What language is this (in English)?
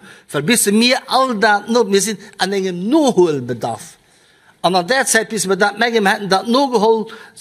Luxembourgish